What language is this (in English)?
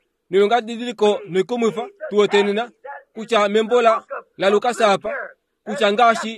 Kuanyama